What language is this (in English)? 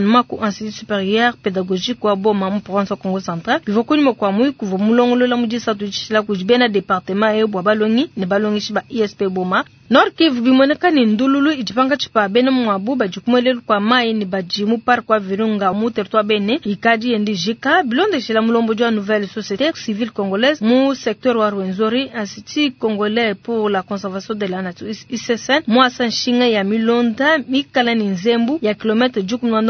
Luba-Lulua